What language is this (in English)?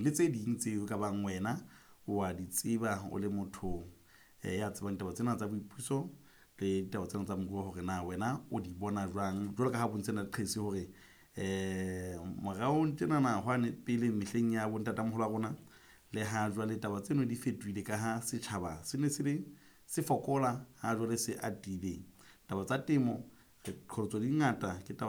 Southern Sotho